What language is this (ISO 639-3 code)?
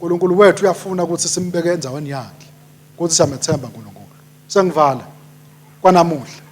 ssw